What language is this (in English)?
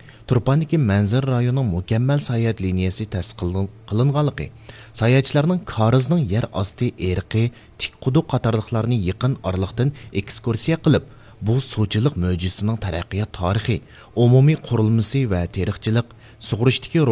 Uyghur